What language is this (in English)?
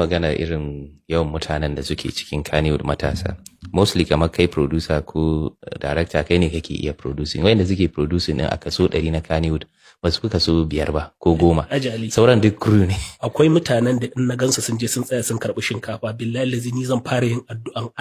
Hausa